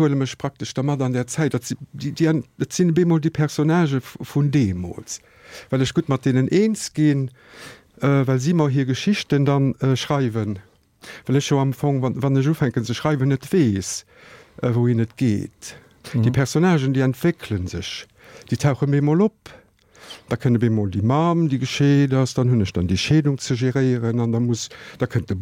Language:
Luxembourgish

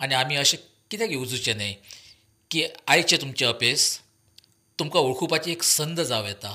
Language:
Konkani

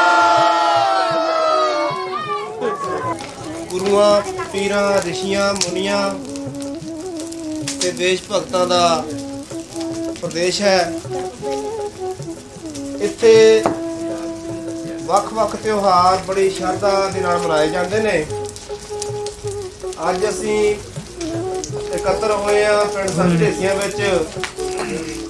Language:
Punjabi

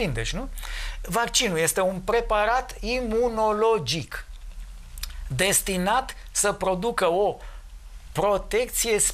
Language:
Romanian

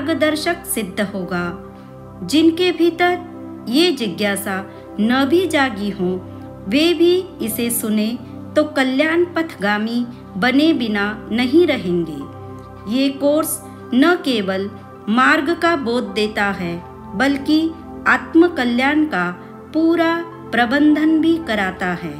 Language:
Hindi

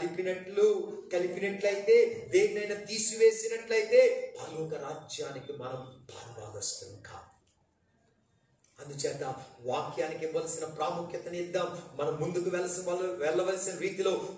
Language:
Telugu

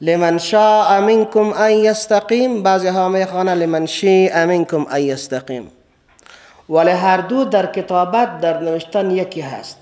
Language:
Persian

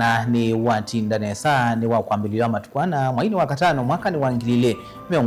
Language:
Kamba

